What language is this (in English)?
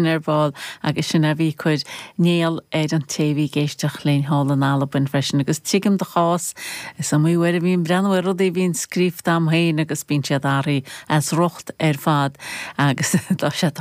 Irish